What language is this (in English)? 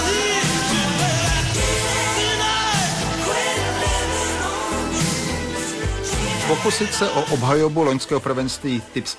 Czech